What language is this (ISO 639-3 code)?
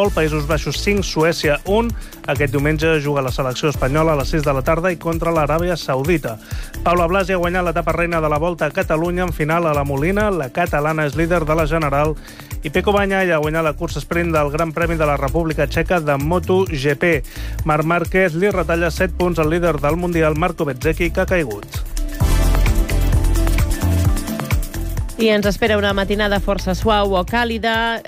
cat